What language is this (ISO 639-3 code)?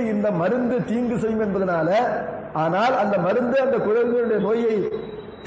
tam